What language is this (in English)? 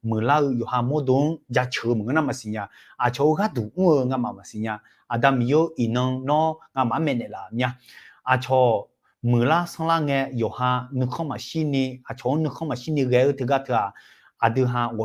Akha